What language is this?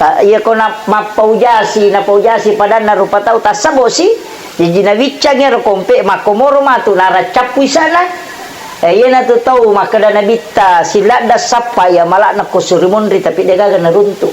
Buginese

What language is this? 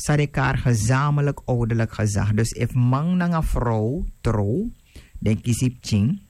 Sranan Tongo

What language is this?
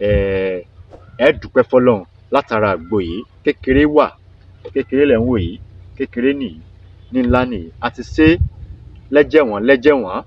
Yoruba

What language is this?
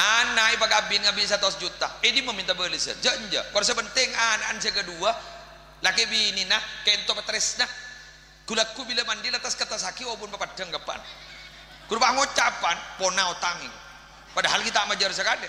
Madurese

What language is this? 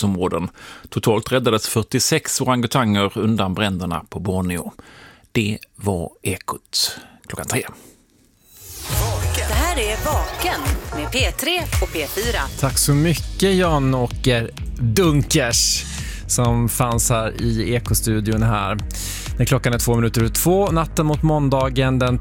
Swedish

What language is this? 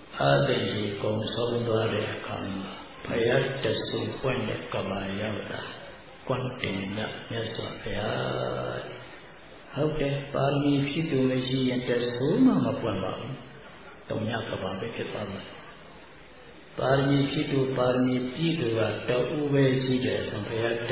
Burmese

